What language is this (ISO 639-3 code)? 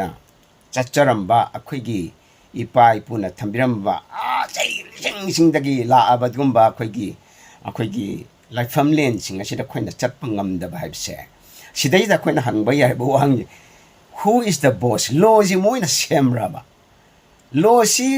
mni